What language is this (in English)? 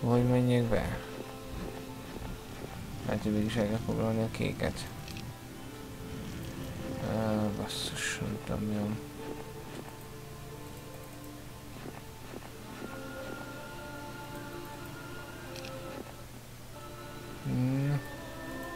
Hungarian